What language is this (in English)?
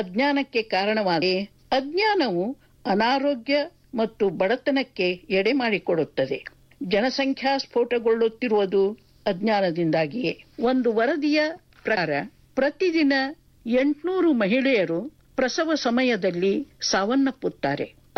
Kannada